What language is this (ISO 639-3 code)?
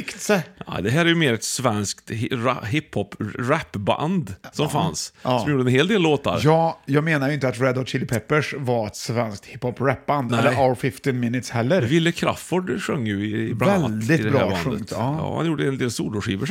swe